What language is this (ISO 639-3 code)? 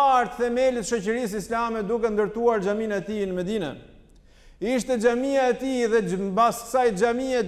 sqi